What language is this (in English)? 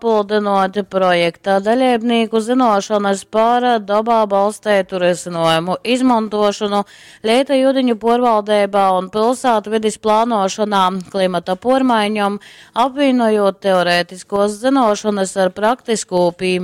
Latgalian